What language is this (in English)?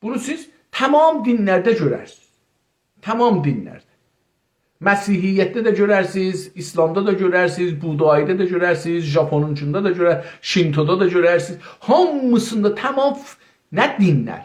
South Azerbaijani